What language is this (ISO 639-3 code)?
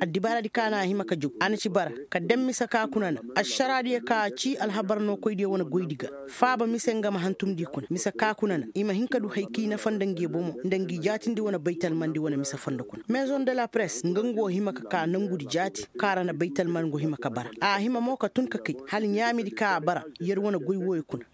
ses